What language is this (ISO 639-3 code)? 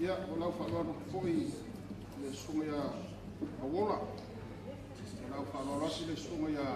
smo